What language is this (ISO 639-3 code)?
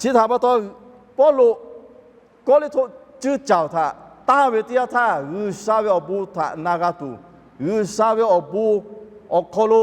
lhu